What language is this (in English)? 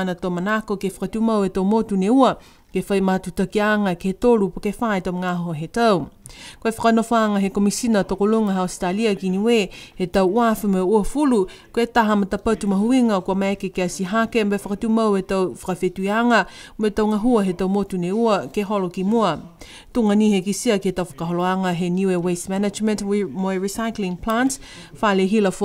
Niuean